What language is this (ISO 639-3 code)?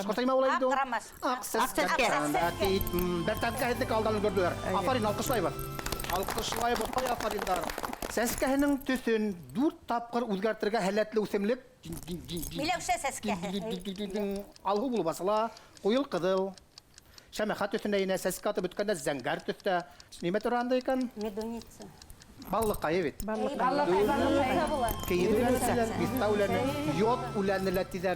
bak